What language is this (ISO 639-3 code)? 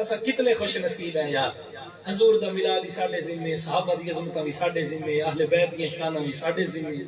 skr